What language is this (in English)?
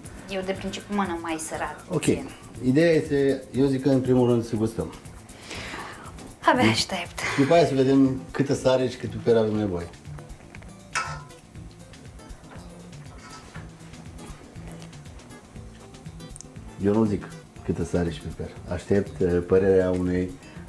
Romanian